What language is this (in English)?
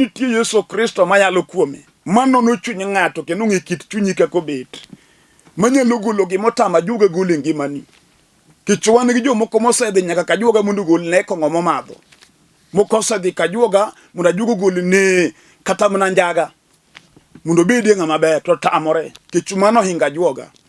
Luo (Kenya and Tanzania)